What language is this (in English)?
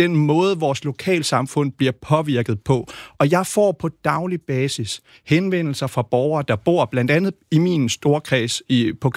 Danish